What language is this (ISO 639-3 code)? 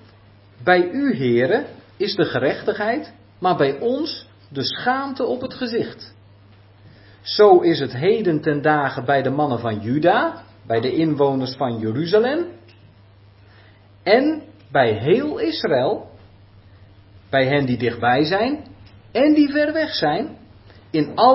nld